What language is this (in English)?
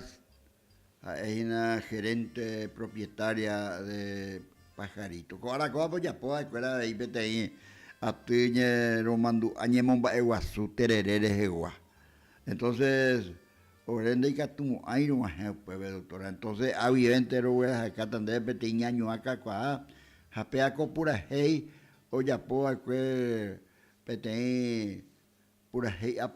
Guarani